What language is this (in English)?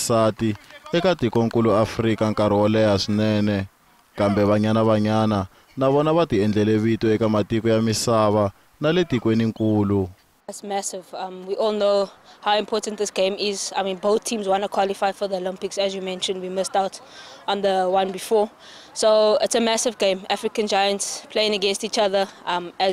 Tsonga